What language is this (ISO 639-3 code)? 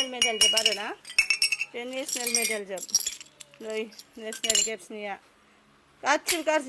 brx